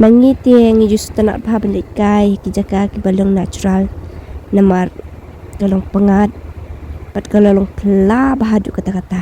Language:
Khasi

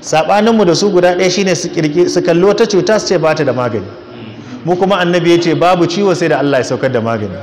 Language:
Hausa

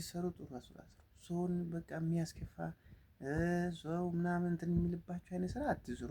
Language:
Amharic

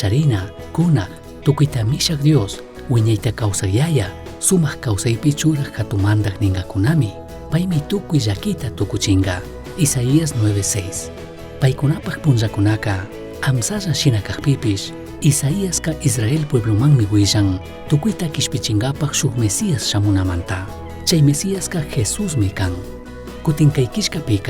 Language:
Chimborazo Highland Quichua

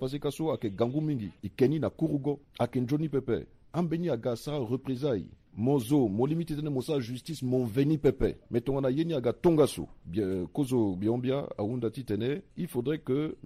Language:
Sango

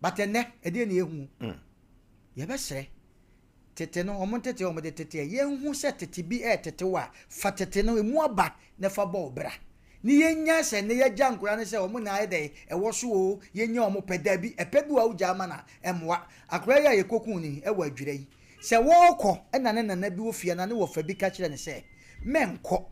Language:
Akan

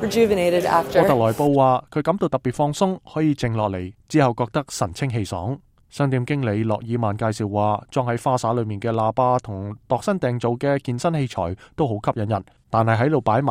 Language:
Cantonese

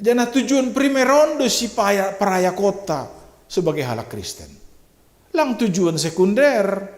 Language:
Batak Simalungun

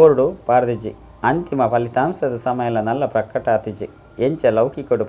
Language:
Tulu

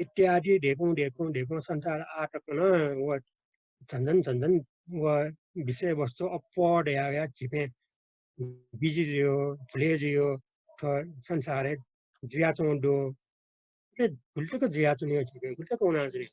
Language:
Newari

